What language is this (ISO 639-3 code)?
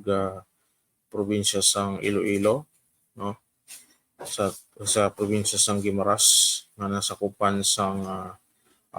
hil